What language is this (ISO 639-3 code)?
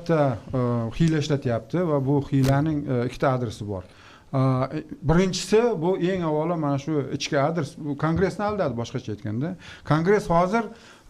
uzb